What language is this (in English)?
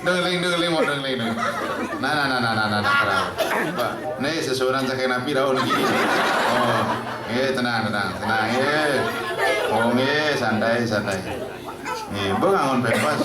Balinese